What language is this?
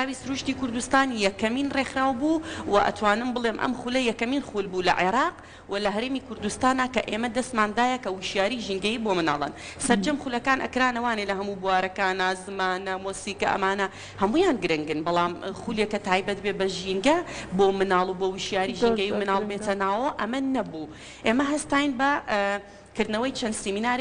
Central Kurdish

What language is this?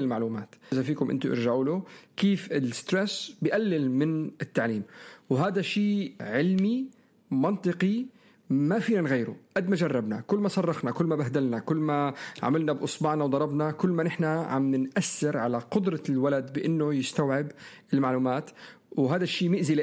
North Levantine Arabic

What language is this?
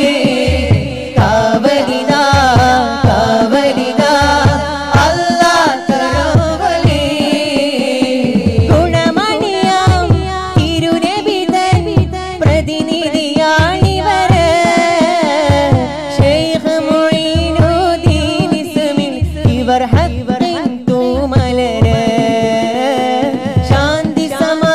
Malayalam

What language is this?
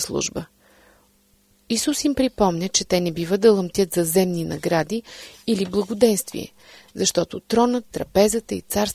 Bulgarian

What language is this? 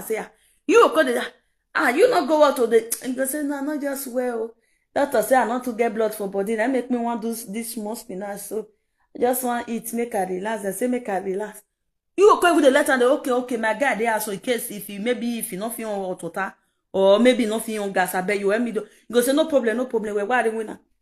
Nigerian Pidgin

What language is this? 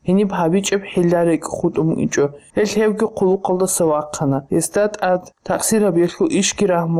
Avaric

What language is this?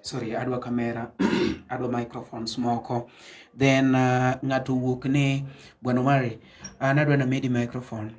Luo (Kenya and Tanzania)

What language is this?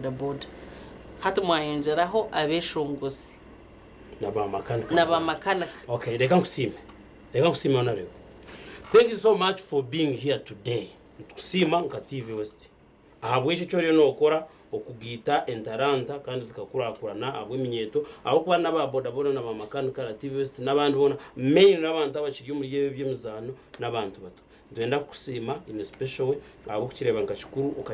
Nyankole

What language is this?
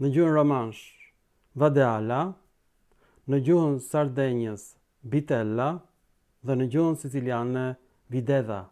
Albanian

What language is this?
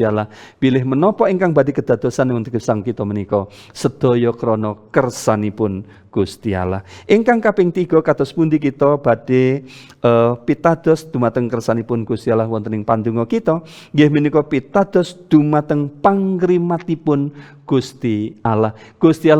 Javanese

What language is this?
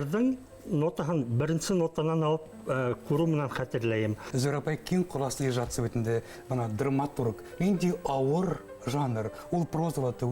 Bashkir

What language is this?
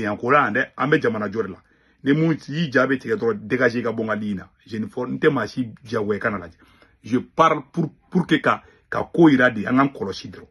Bambara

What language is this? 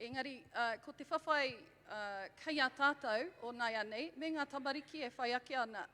Māori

